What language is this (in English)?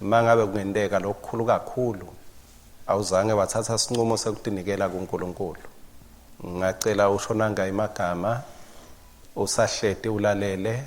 Swati